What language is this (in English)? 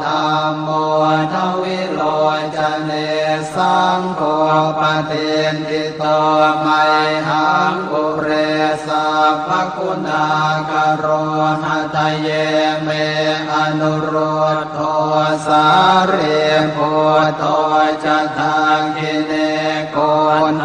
Pali